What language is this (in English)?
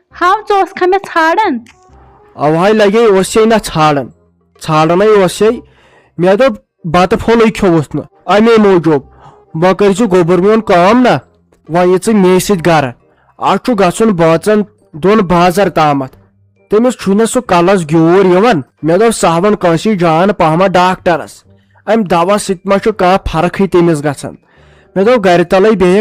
Kashmiri